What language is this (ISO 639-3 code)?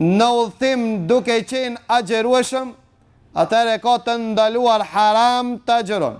sqi